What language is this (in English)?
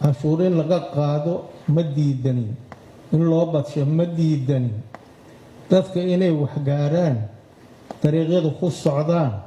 Somali